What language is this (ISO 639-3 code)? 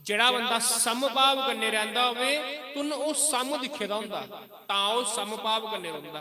doi